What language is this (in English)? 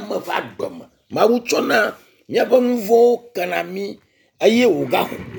Ewe